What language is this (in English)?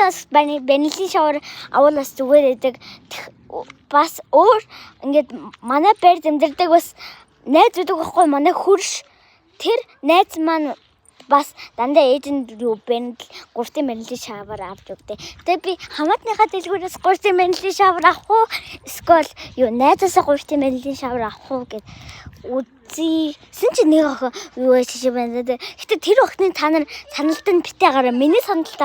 Mongolian